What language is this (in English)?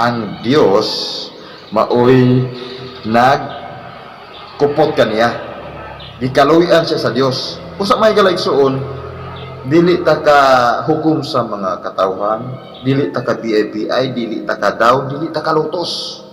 Cebuano